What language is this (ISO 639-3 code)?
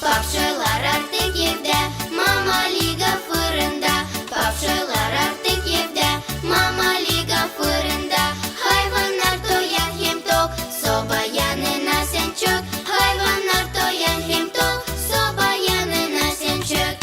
gag